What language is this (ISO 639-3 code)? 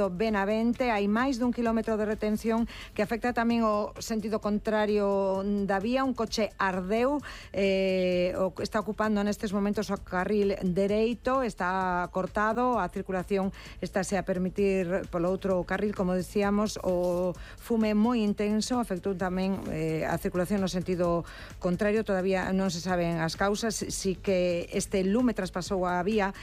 glg